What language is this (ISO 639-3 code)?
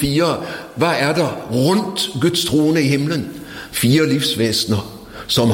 nor